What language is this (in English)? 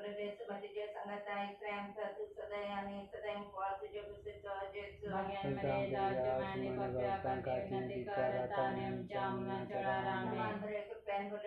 Konkani